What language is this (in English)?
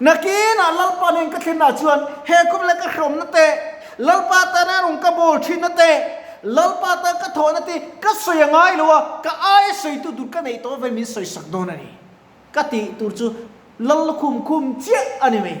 Mizo